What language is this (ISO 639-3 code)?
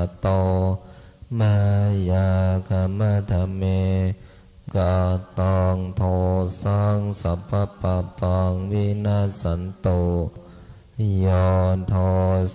pli